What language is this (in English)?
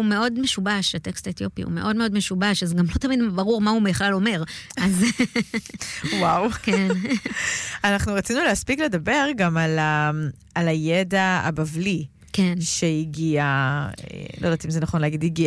Hebrew